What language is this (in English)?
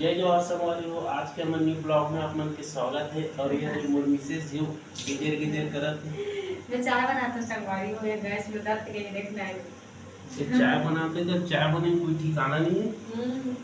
Chhattisgarhi